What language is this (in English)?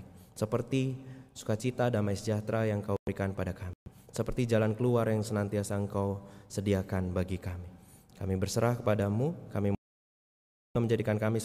Indonesian